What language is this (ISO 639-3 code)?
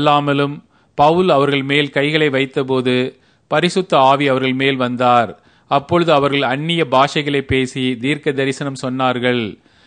tam